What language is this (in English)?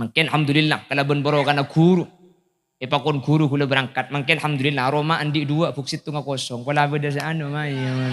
Madurese